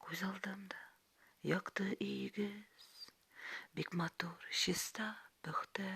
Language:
Tatar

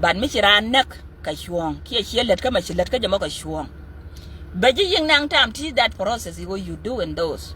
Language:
Nuer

